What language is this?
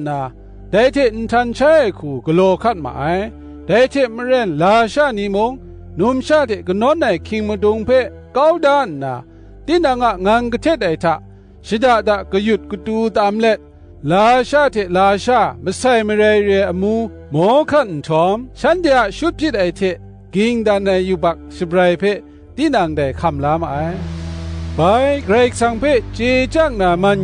Kachin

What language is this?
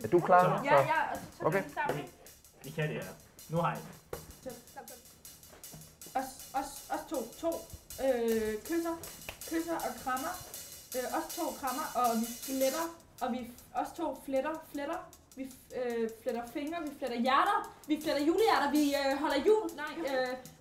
Danish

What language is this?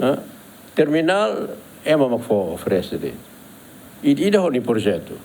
Tetum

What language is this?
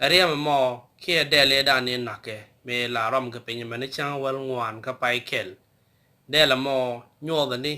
Nuer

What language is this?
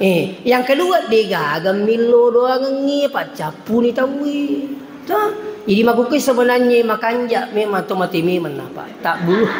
Buginese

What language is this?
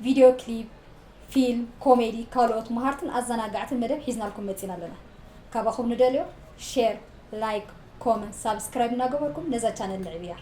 Tigrinya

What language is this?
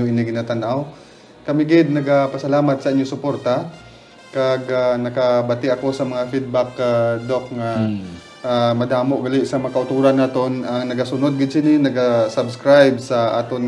Hiligaynon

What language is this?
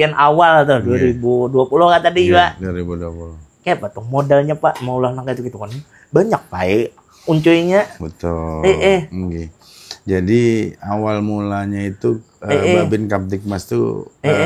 Banjar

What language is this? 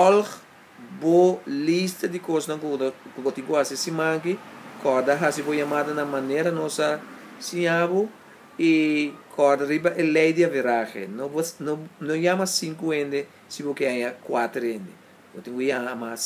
Papiamento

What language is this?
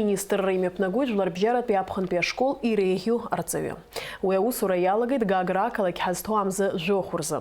Abkhazian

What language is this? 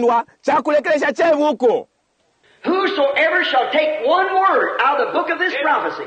Bemba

